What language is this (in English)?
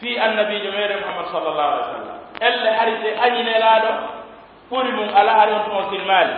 Pular